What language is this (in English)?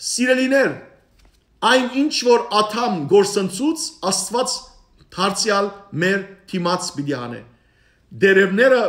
Western Armenian